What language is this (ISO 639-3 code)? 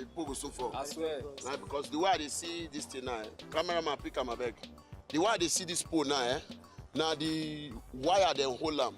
pcm